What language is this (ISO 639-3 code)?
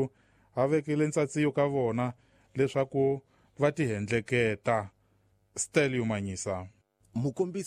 tso